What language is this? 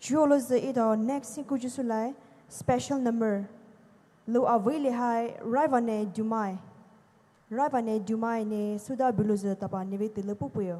Poumei Naga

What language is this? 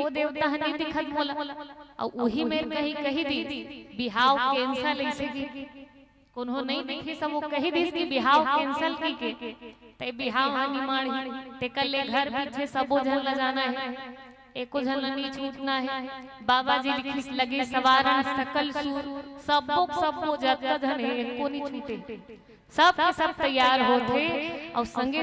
Chhattisgarhi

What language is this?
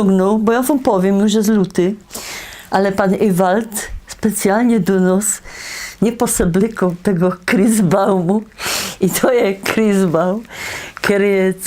Silesian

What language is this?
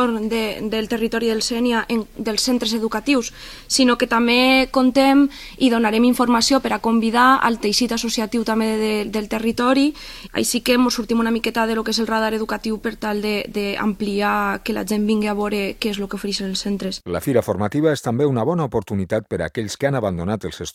Catalan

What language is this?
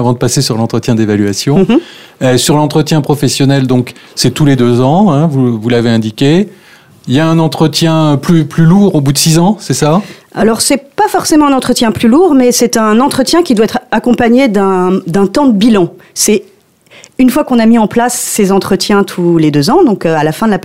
French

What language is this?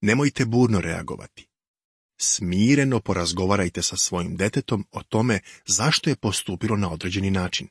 Serbian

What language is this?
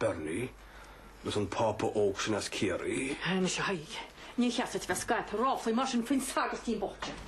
Irish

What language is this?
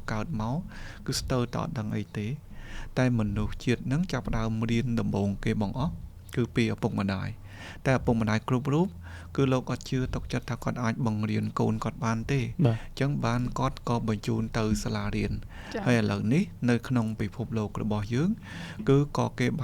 Khmer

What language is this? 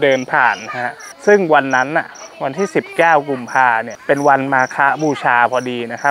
Thai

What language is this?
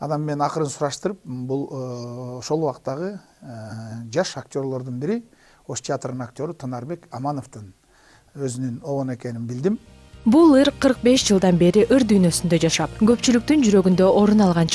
Kyrgyz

